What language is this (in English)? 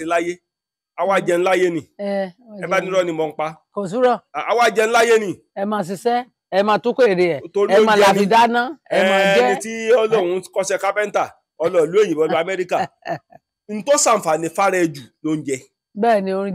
Yoruba